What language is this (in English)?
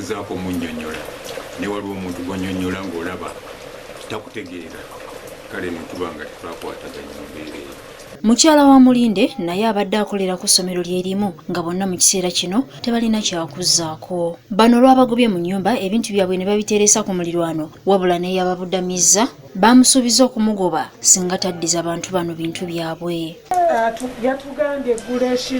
Ganda